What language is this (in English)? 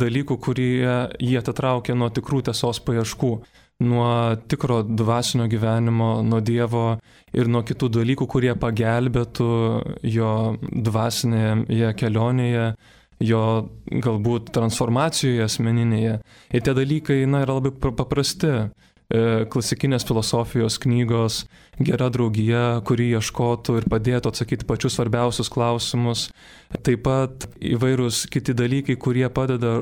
Lithuanian